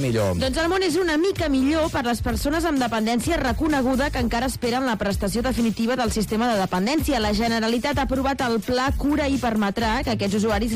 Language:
Catalan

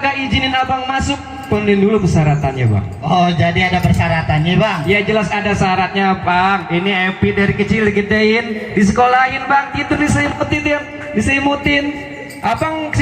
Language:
Betawi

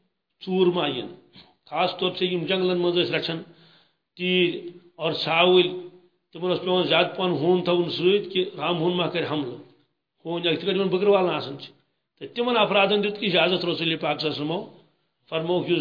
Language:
Kashmiri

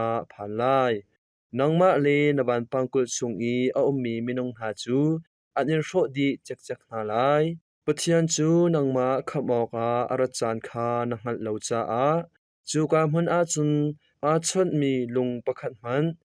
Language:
Hakha Chin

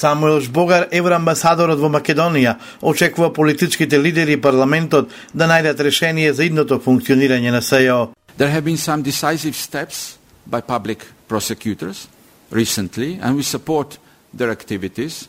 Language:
Macedonian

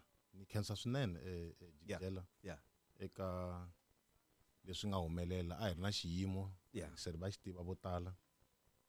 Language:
Tsonga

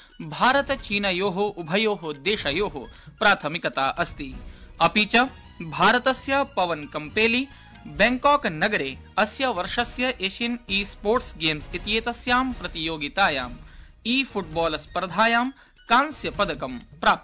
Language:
Sanskrit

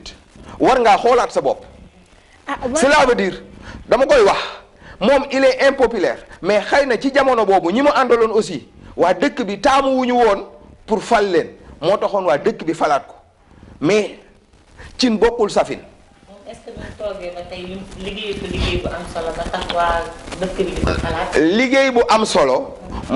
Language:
Wolof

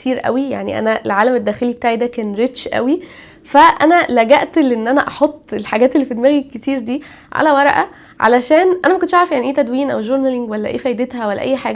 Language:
Egyptian Arabic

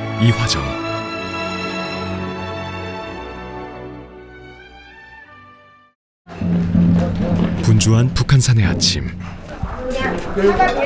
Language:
Korean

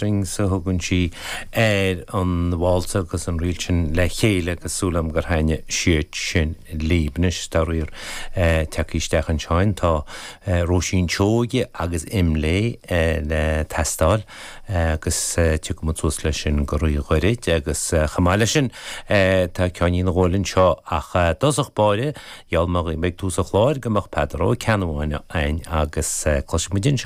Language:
Irish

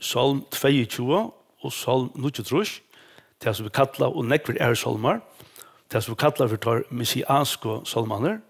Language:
Faroese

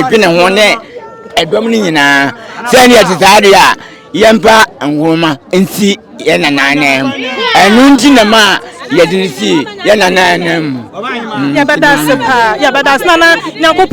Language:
Akan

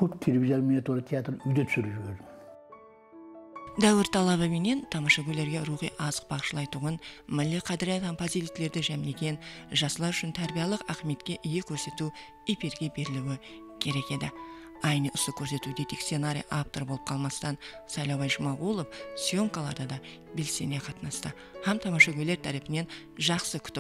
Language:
Kara-Kalpak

